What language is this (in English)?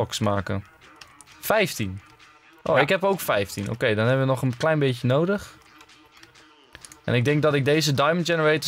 Dutch